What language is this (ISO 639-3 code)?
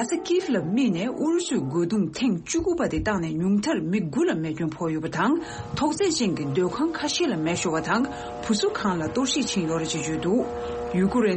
bod